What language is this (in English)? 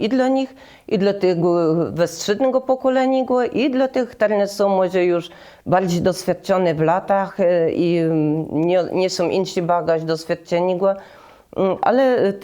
Kashubian